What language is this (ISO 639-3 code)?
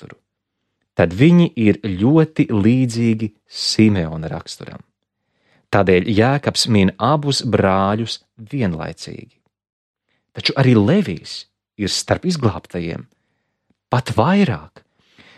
lav